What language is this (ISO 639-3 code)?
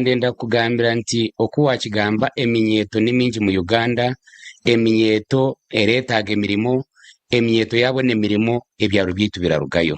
nyn